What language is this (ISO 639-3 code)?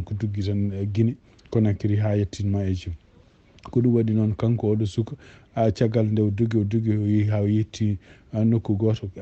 ful